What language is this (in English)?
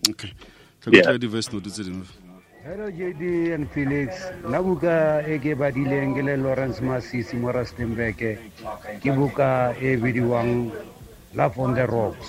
Tswana